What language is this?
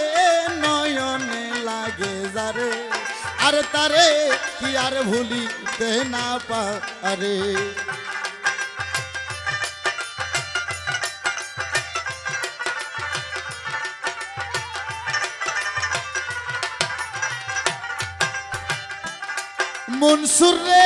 Bangla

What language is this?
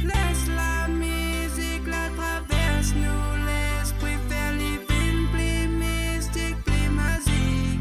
Morisyen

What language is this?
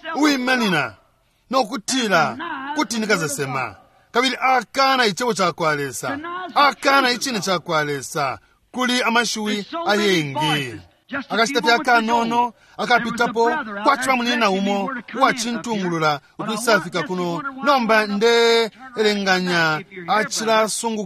Bemba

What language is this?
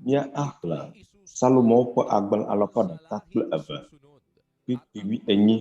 Ewe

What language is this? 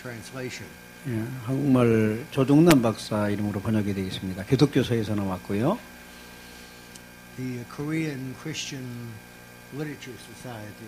Korean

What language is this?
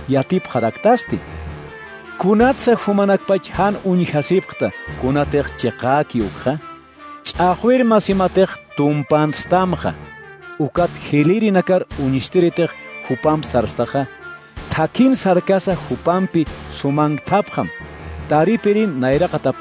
Aymara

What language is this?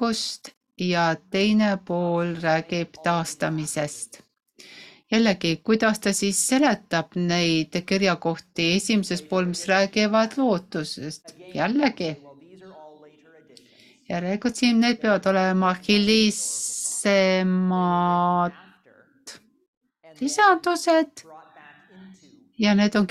Estonian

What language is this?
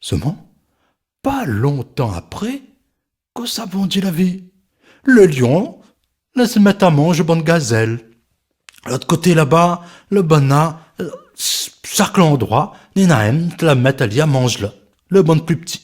Réunion Creole French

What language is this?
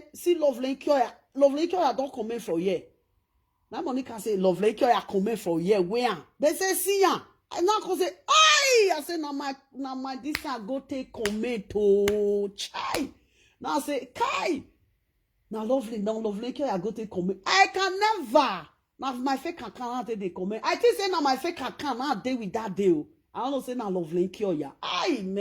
Nigerian Pidgin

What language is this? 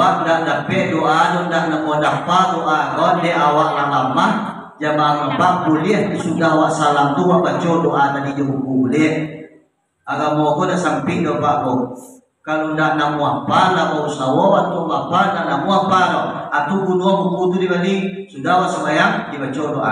Minangkabau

